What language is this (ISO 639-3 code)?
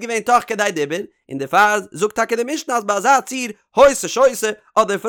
yid